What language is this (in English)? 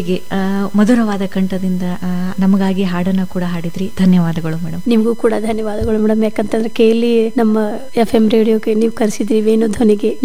Kannada